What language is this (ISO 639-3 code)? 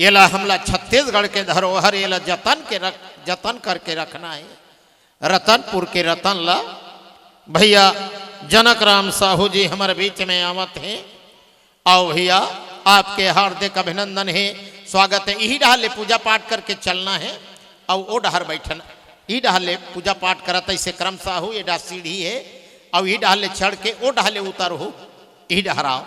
hne